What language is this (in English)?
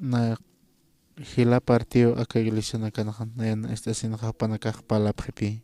Aymara